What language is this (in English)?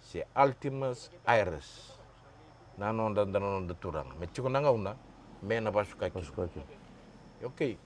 Fijian